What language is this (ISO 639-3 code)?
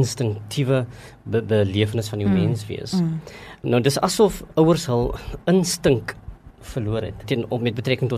afr